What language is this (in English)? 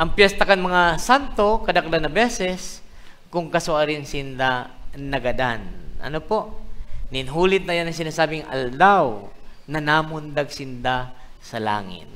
Bikol